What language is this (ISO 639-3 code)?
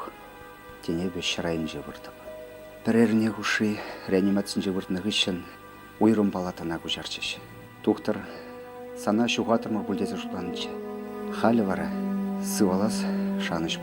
chv